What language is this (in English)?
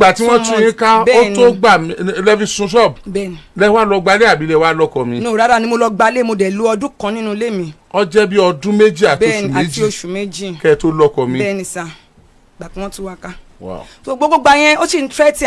Yoruba